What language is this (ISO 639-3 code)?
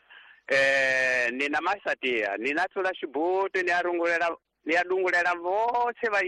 tso